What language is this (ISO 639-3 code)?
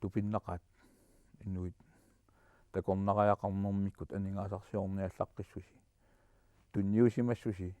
kal